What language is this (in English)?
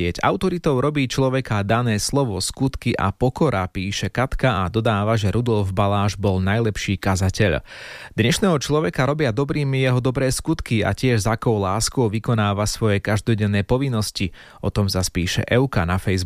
Slovak